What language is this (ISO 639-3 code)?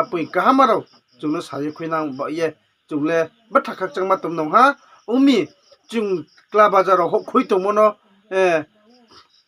ria